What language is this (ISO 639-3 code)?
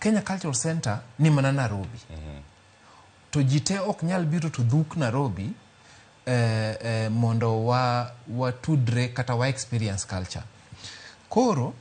luo